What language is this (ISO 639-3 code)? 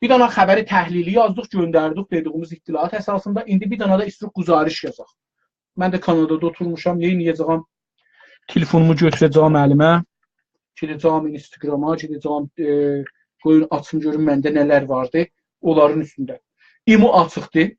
azb